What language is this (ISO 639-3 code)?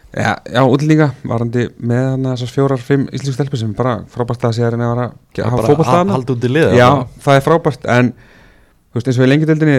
isl